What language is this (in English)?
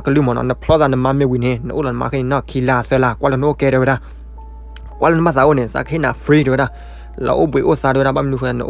S'gaw Karen